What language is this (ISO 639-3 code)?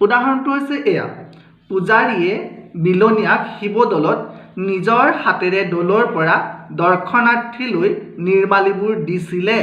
asm